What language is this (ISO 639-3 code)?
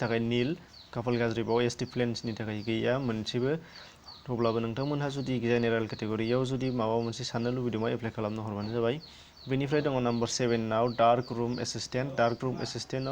brx